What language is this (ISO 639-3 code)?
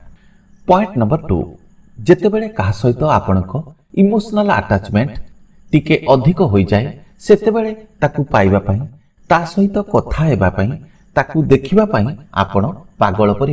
ori